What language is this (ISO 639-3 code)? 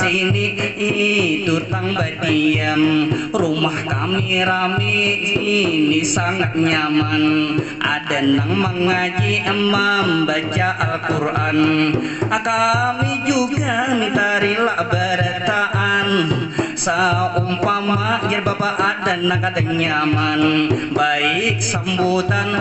bjn